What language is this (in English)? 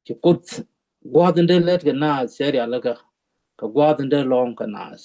Nuer